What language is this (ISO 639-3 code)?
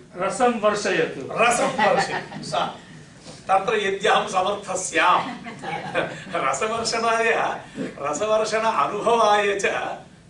san